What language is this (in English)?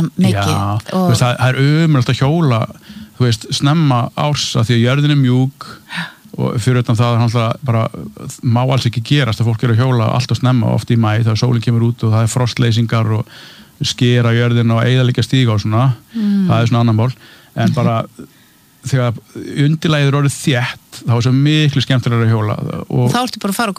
Icelandic